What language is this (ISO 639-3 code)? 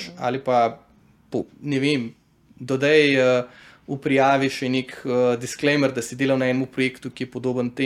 slv